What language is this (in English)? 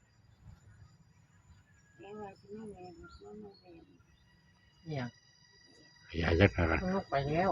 Northeastern Thai